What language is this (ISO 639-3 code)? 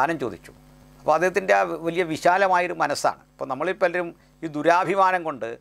mal